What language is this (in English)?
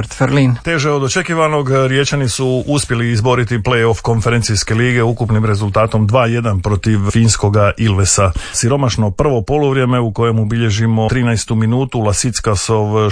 Croatian